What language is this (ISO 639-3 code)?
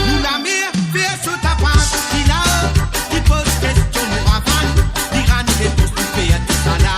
mfe